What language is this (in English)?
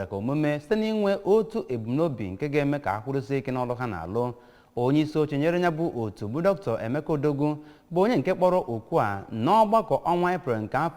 Igbo